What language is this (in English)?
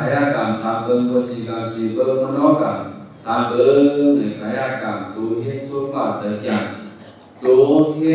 Shan